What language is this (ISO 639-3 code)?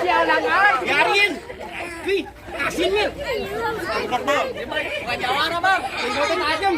bew